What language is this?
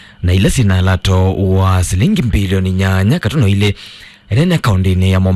Kamba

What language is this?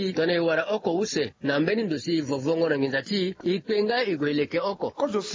Sango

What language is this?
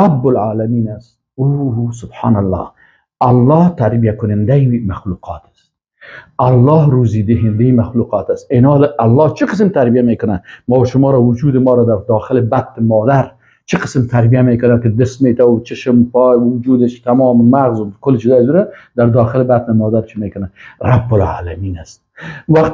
Persian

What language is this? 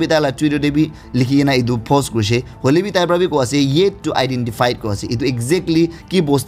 Naga Pidgin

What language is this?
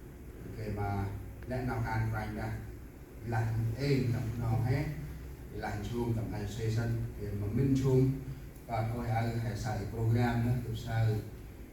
Central Mnong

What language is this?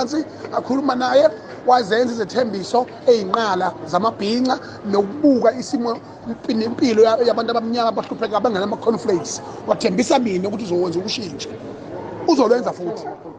Zulu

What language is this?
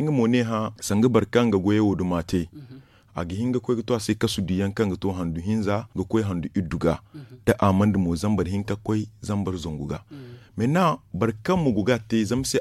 Zarma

